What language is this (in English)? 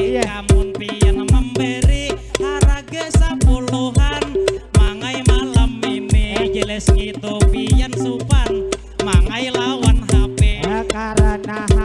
Banjar